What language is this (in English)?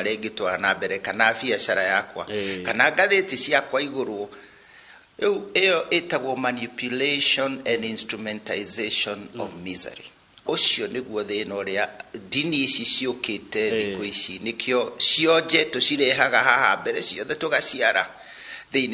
Kikuyu